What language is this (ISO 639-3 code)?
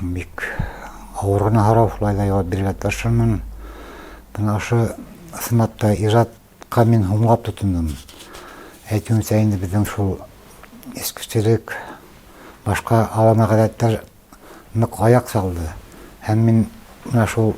bak